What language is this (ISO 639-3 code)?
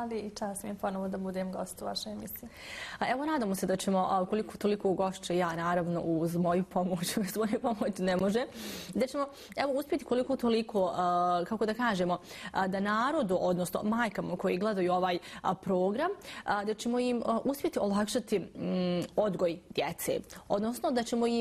bos